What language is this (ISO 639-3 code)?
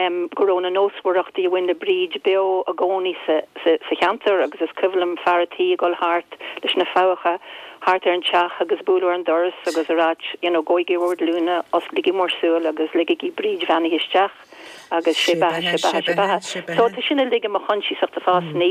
gle